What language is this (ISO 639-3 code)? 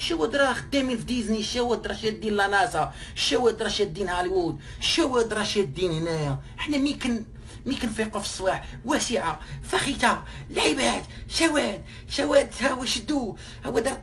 ary